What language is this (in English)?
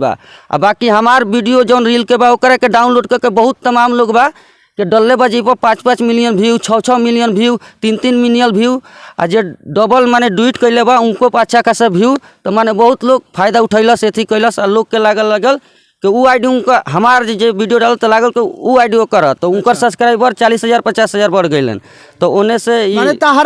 Bhojpuri